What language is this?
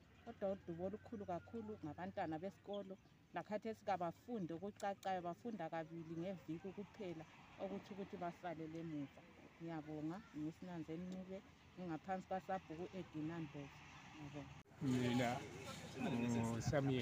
North Ndebele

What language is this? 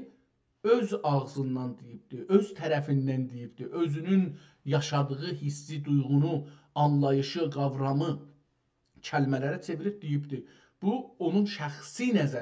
South Azerbaijani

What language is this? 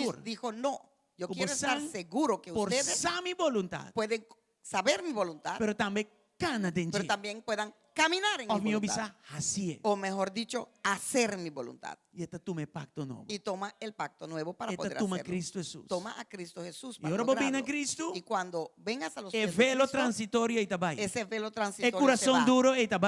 Papiamento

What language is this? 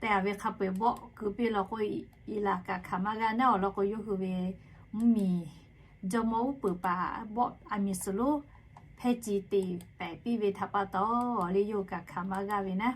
Lahu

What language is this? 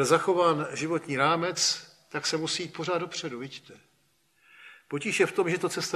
Czech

